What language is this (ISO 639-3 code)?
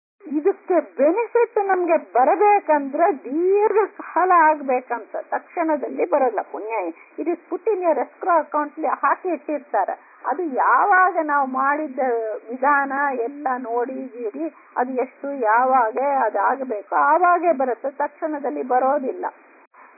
kan